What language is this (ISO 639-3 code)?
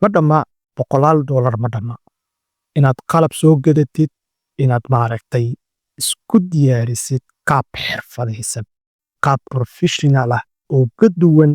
som